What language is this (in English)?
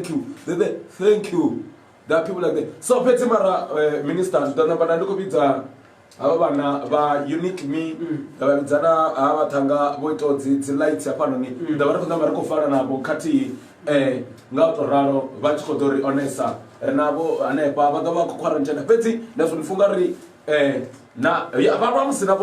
Venda